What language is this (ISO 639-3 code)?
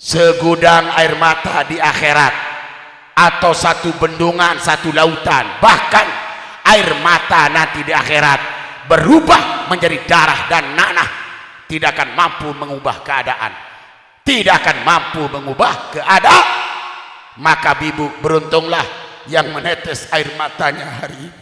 sas